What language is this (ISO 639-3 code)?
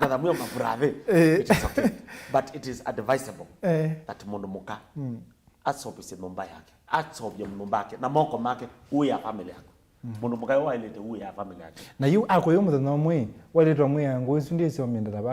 kam